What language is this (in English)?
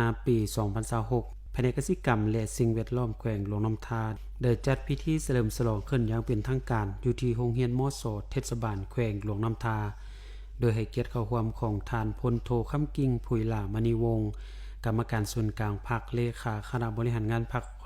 Lao